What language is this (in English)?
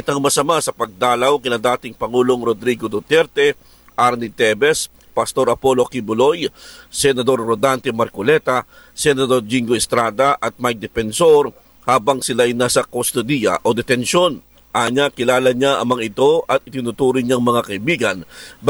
Filipino